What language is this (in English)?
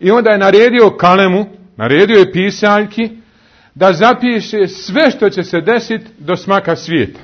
Bosnian